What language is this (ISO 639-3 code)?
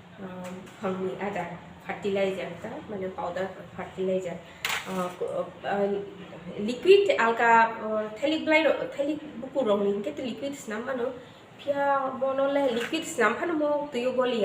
trp